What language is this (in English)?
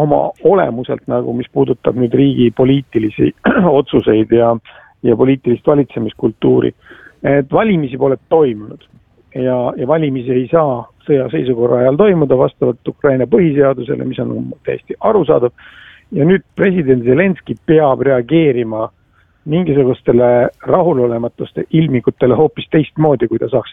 Estonian